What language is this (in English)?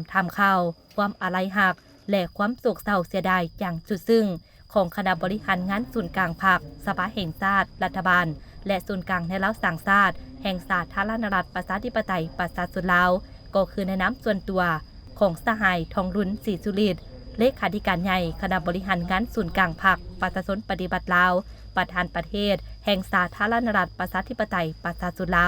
Lao